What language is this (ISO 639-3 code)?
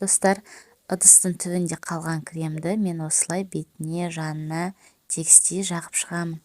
kaz